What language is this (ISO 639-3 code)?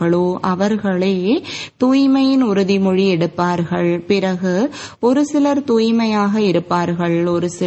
tam